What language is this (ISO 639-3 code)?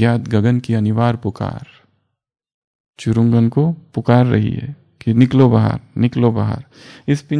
hin